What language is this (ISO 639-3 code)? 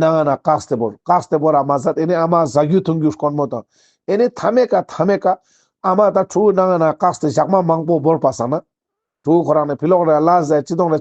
lbj